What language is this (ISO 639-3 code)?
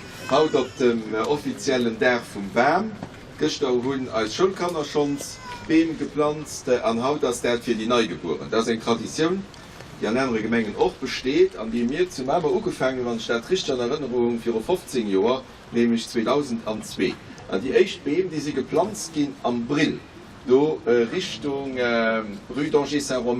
ltz